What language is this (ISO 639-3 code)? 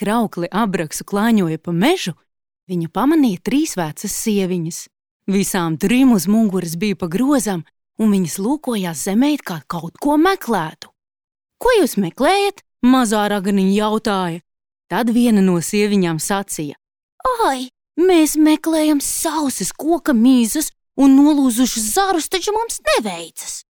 lav